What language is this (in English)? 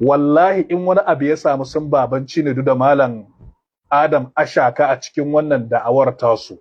Hausa